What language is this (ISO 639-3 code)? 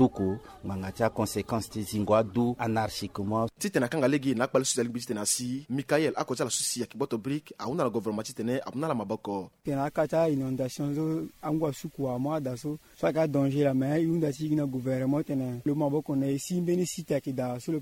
sag